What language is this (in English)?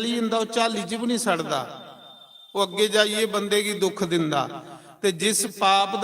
Dogri